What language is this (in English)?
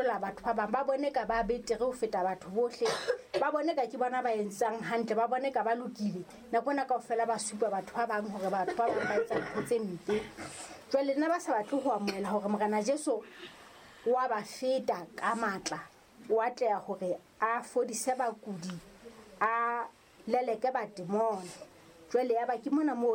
Southern Sotho